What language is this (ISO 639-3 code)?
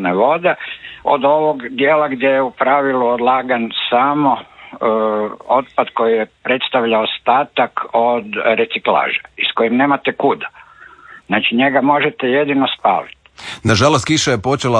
hrv